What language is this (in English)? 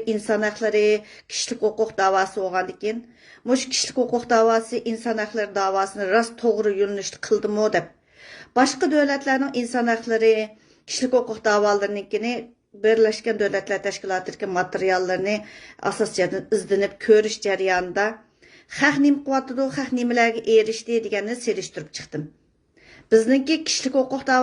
Uyghur